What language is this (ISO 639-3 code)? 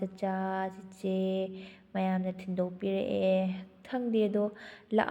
mni